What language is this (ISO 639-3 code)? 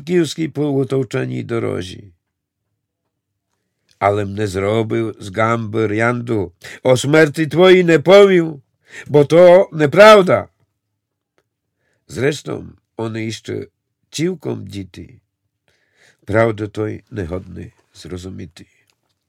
rue